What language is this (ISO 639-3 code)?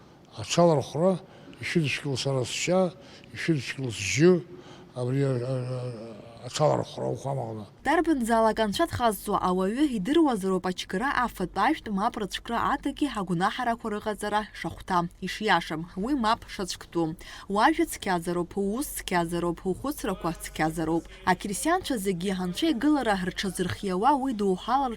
abk